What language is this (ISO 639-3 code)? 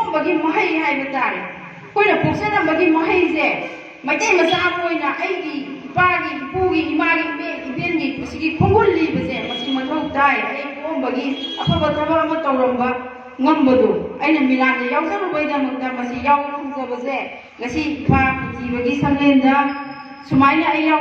mni